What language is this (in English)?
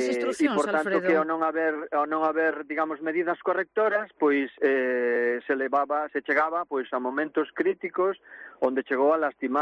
Galician